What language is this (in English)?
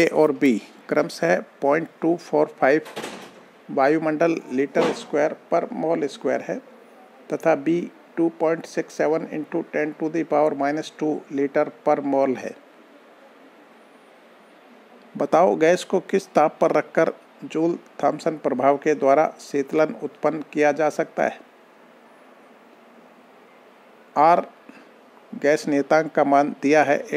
Hindi